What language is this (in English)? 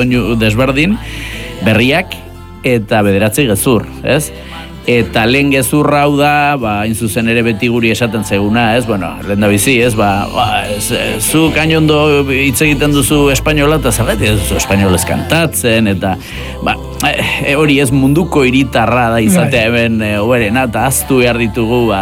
Basque